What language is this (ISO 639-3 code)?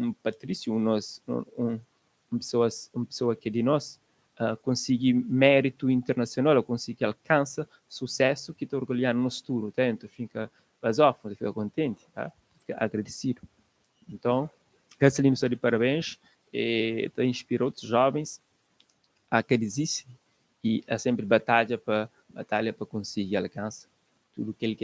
kea